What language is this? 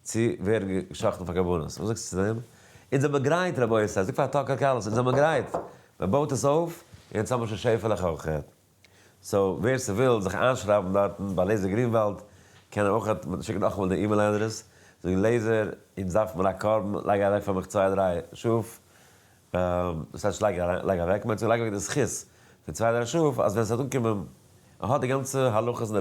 Yiddish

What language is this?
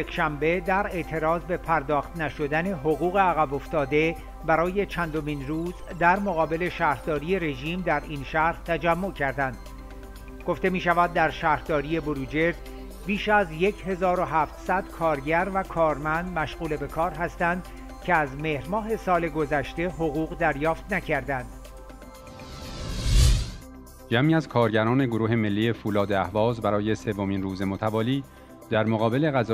Persian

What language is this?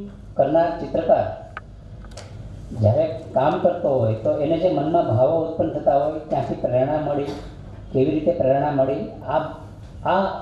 Gujarati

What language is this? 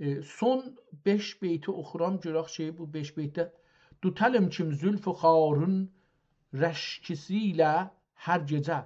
South Azerbaijani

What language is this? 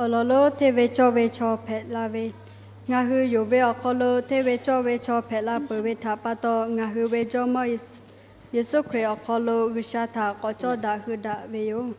Lahu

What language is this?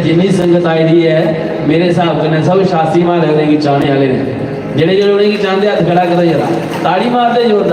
Dogri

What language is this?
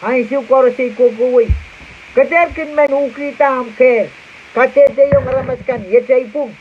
Pohnpeian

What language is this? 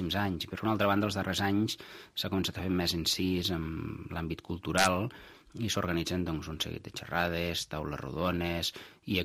Catalan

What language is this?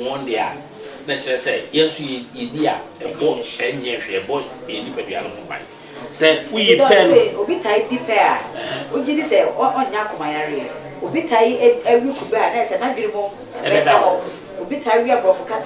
Akan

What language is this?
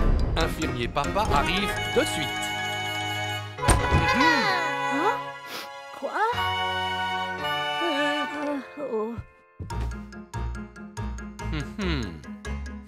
French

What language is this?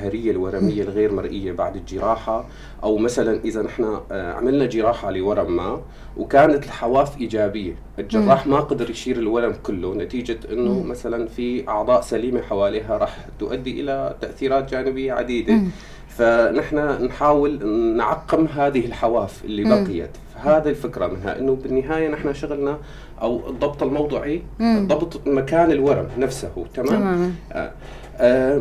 North Levantine Arabic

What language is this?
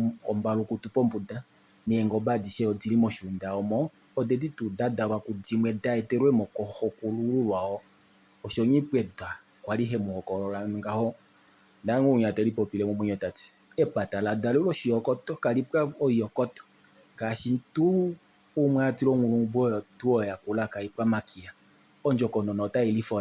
Kuanyama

